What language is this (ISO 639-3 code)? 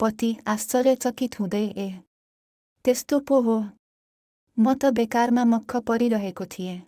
nep